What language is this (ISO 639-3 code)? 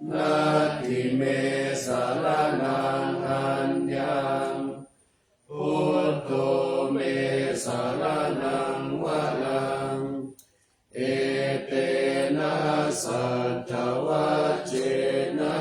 pli